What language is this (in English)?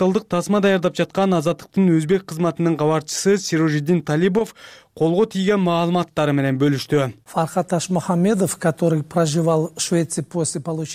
Kyrgyz